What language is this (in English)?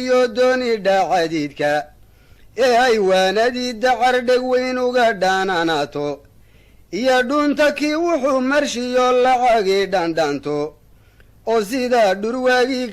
Somali